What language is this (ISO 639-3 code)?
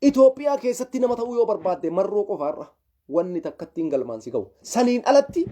orm